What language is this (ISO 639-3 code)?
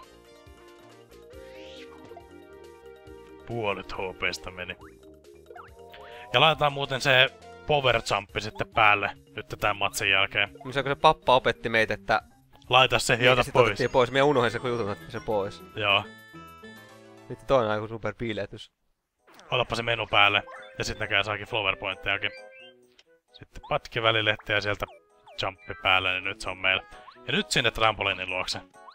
fin